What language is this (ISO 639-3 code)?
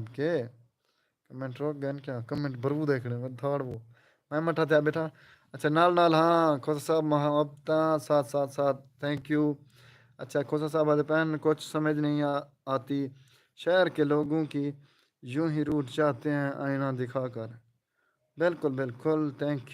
skr